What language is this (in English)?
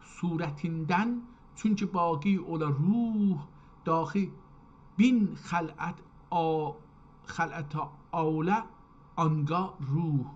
South Azerbaijani